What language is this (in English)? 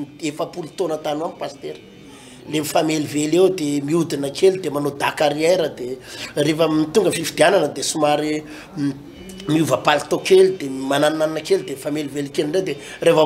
Malagasy